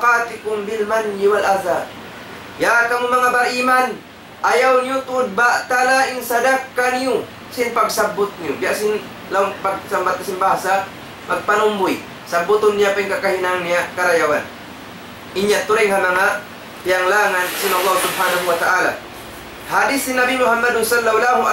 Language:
Tausug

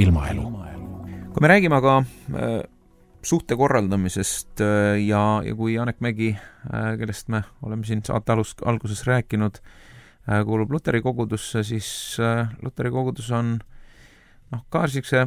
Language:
Estonian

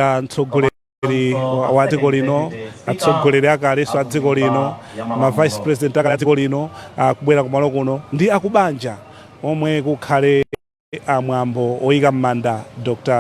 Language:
Nyanja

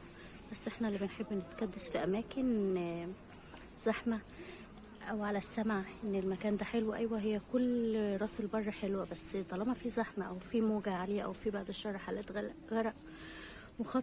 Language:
Egyptian Arabic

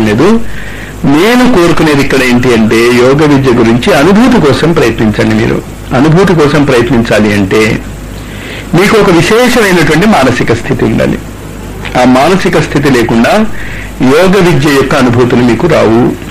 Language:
Telugu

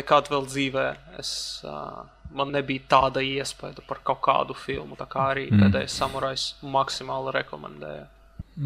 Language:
Latvian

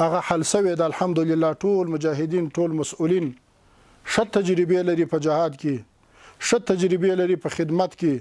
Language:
Pashto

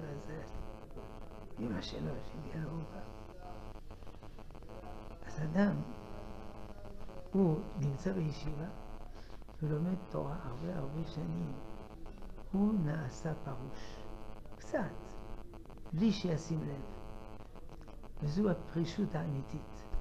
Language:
Hebrew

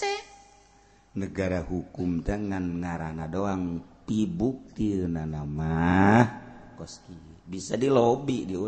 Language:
Sundanese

